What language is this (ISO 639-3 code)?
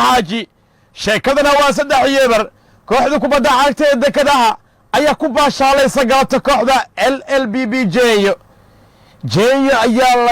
som